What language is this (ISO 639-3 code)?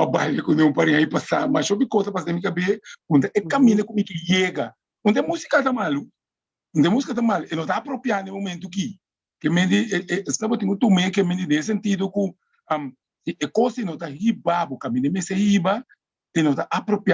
pap